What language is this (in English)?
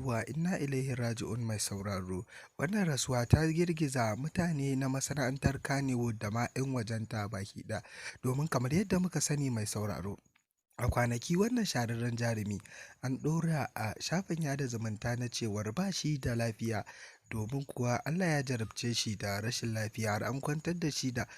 Hausa